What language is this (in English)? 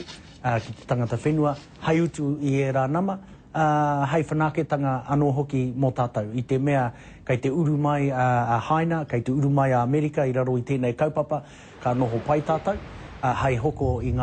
Māori